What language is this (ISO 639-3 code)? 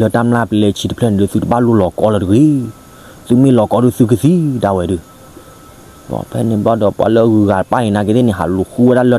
ksw